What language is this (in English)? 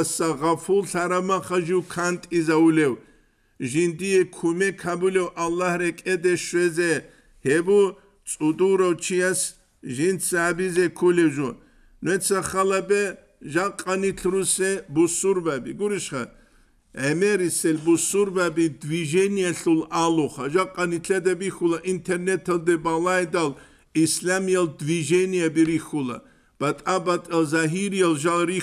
Avaric